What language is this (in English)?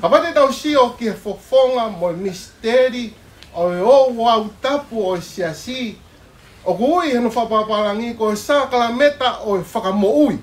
Tongan